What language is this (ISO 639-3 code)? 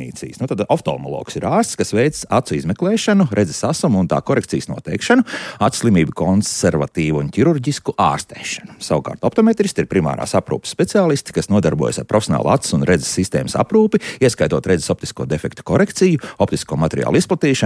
lav